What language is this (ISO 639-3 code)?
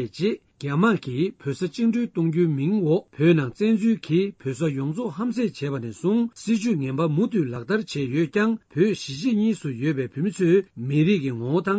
bod